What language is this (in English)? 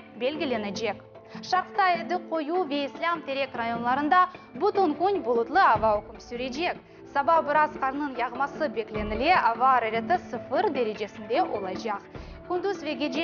Crimean Tatar